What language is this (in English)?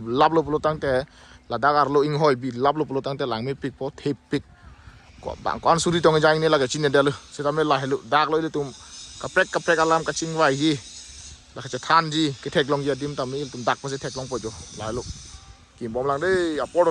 Karbi